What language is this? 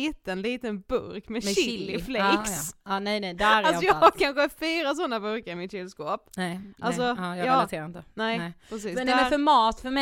Swedish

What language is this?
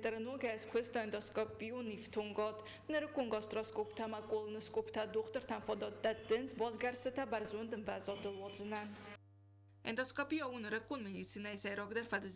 Ossetic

